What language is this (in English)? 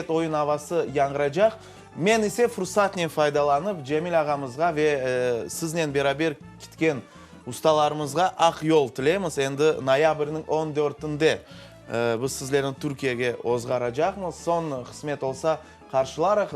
Crimean Tatar